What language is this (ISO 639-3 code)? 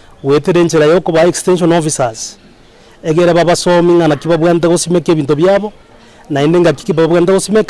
guz